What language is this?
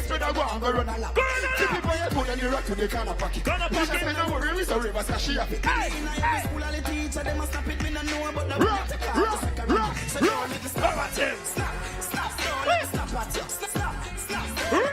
Jamaican Creole English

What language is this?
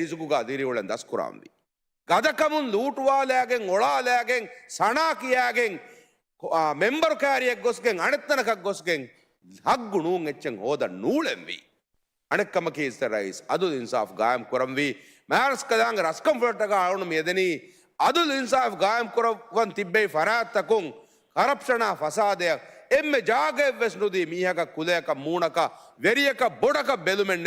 Divehi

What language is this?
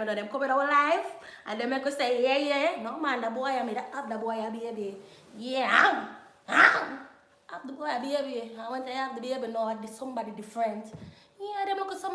Jamaican Creole English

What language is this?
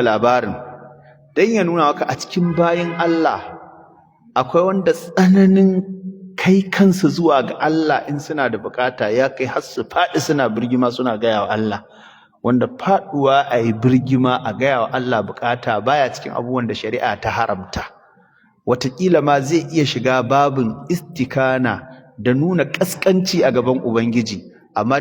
Hausa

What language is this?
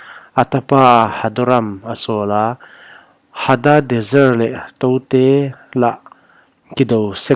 Paite Chin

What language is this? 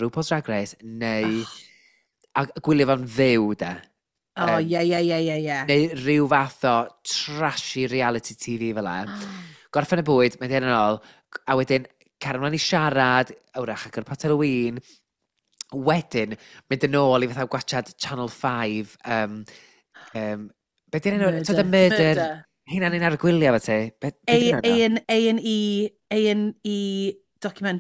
Welsh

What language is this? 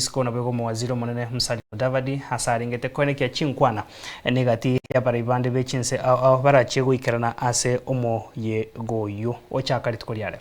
Gusii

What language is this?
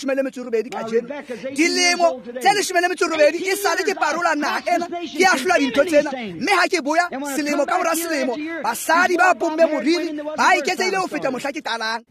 Tswana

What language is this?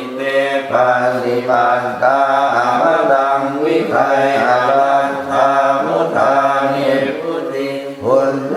Pali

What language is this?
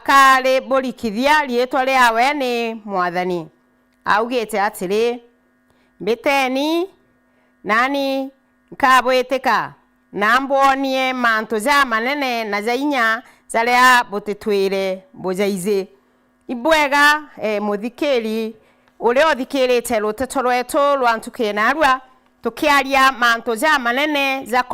Meru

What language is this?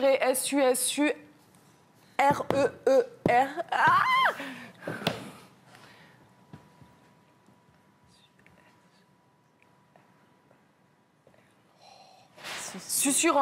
French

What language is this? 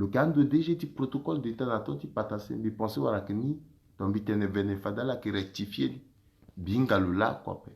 Sango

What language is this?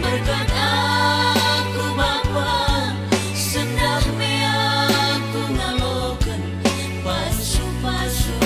Batak Karo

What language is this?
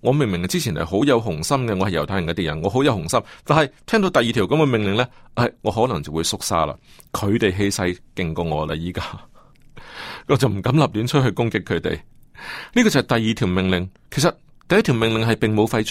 Cantonese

